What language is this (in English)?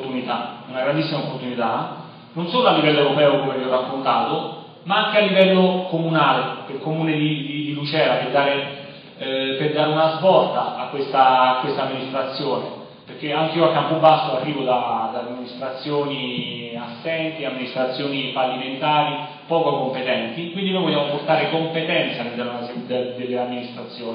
Italian